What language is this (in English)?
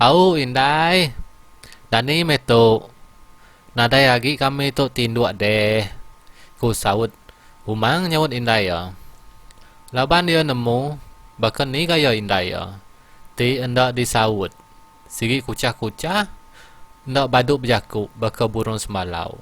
Iban